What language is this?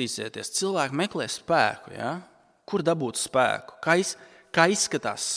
Latvian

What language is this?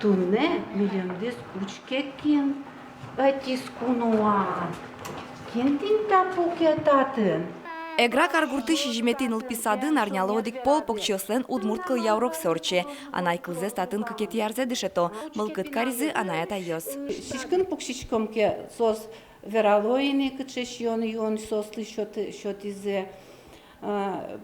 Udmurt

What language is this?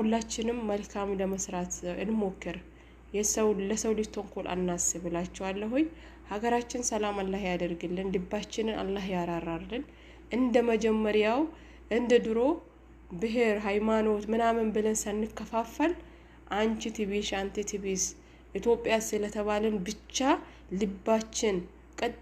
Amharic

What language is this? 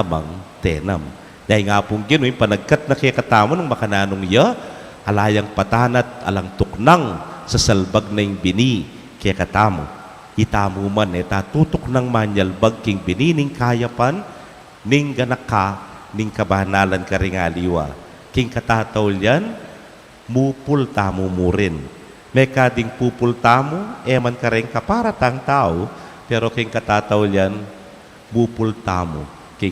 Pampanga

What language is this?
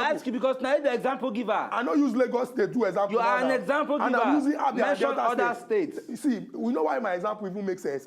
Nigerian Pidgin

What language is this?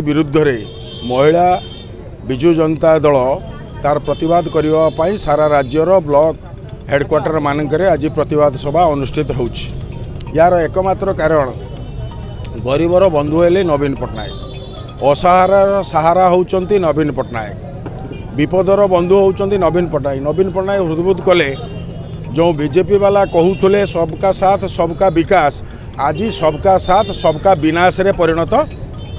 Odia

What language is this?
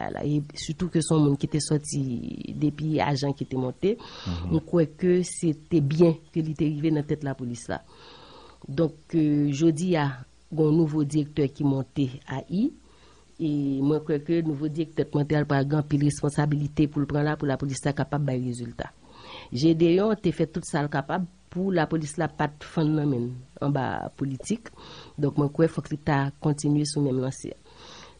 Haitian Creole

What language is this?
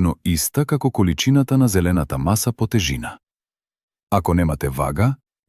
Macedonian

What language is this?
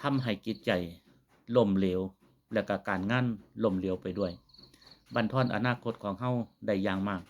Lao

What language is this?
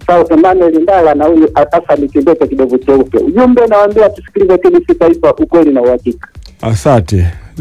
Swahili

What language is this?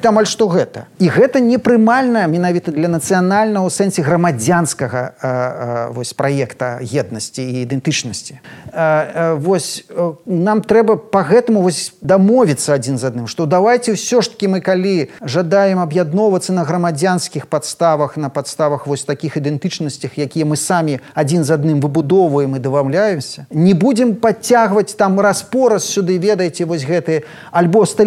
Belarusian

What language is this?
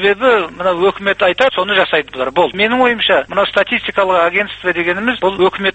Kazakh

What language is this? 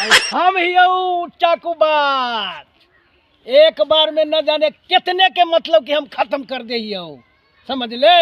Magahi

